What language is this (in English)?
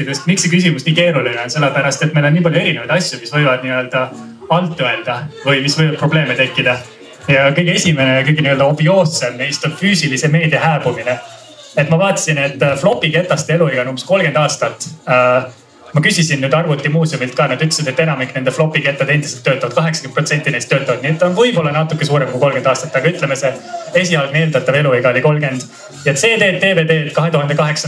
Estonian